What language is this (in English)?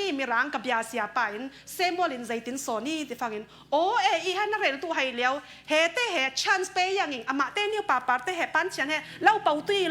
Falam Chin